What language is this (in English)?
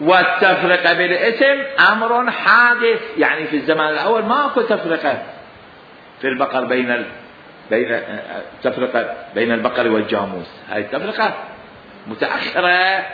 Mesopotamian Arabic